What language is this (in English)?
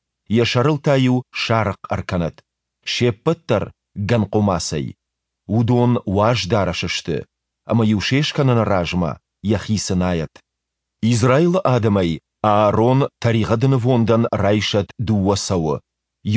Ossetic